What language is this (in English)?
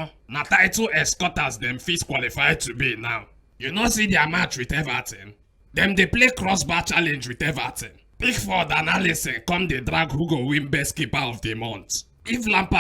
Nigerian Pidgin